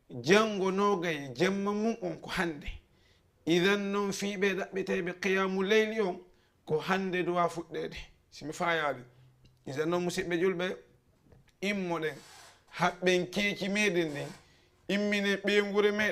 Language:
Fula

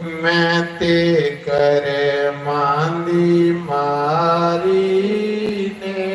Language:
Dogri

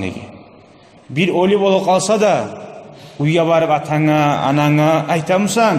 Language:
Kumyk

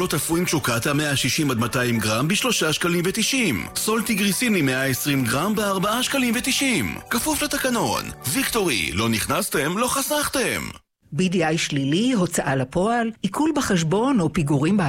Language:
Hebrew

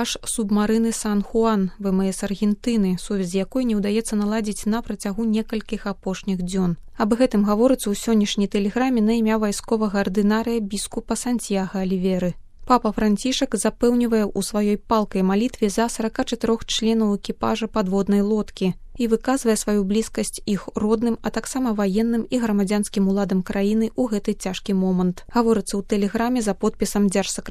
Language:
Belarusian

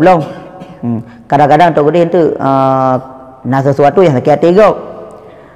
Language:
Achinese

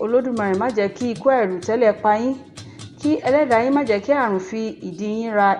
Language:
Yoruba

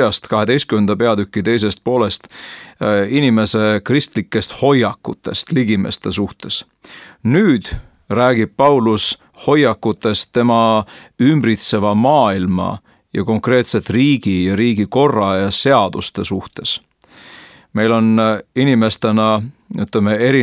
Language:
Estonian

